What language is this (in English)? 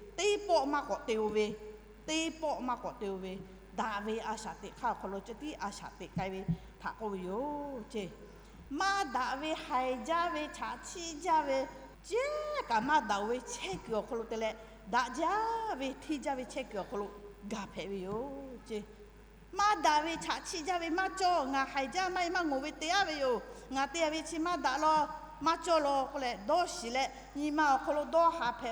Lahu